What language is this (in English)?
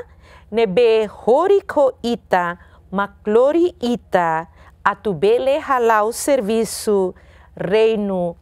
Tetum